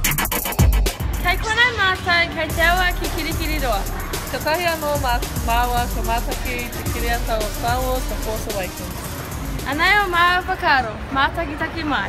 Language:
Māori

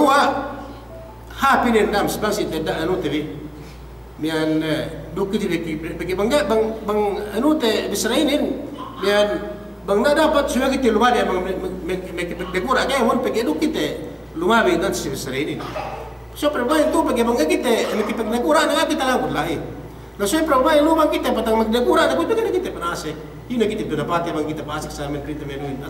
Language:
Yakan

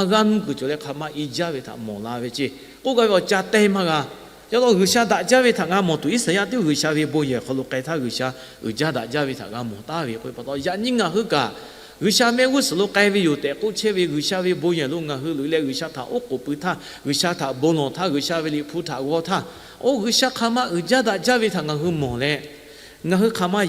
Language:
Lahu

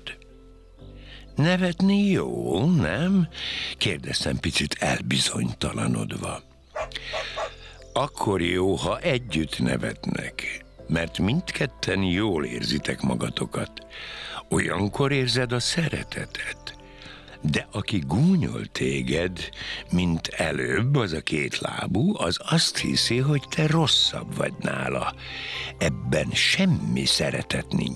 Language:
Hungarian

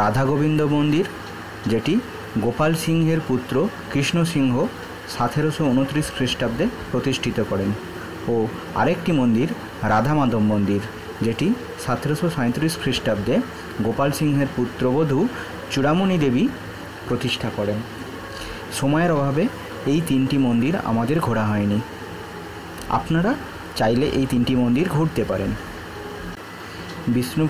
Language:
Bangla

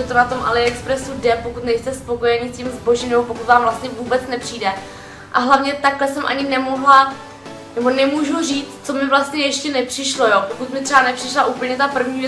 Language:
Czech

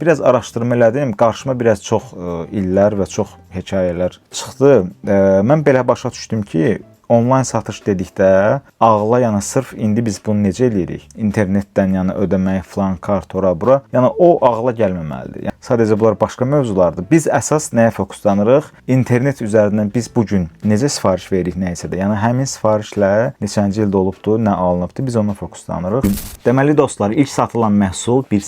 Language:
Azerbaijani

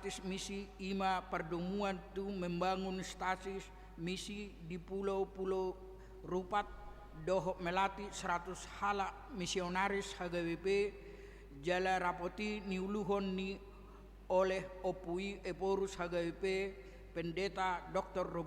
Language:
Batak Toba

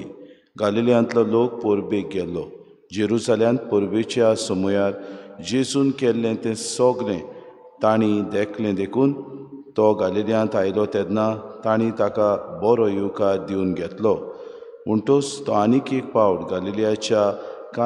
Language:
Konkani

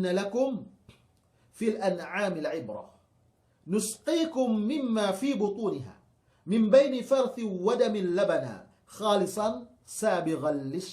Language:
Yakan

